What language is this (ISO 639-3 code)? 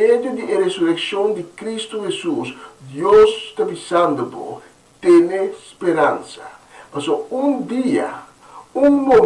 pap